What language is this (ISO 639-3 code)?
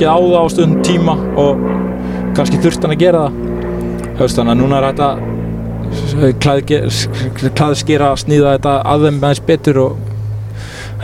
isl